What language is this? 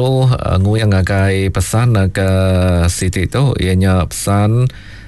Iban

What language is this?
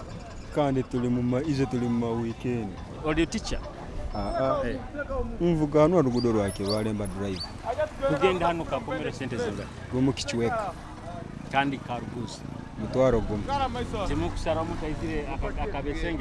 Nyoro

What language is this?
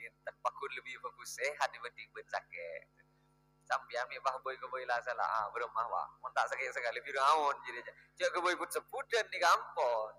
Madurese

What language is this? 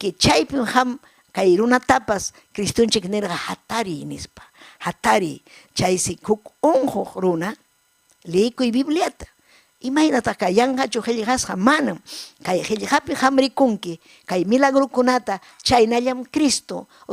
Ayacucho Quechua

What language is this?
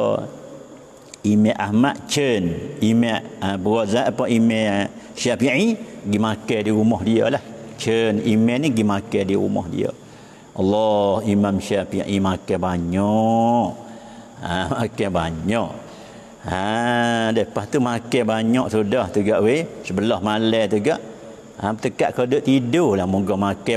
Malay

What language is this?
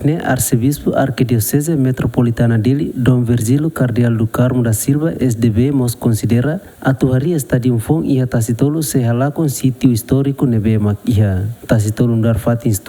Tetum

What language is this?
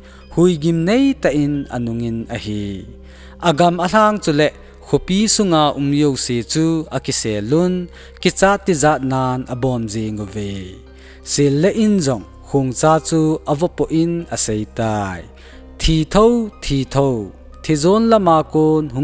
Thado Chin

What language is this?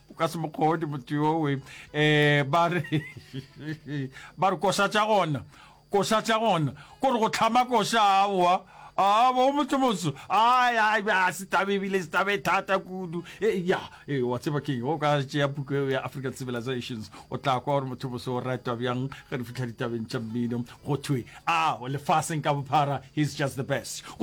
Northern Sotho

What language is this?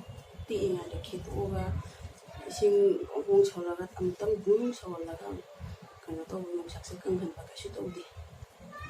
Manipuri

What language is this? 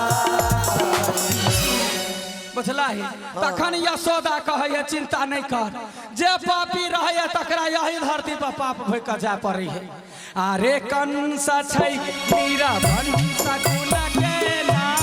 Maithili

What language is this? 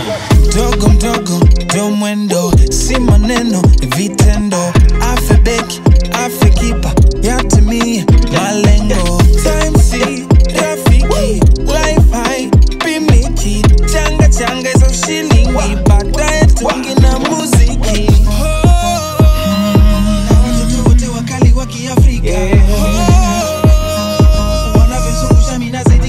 Swahili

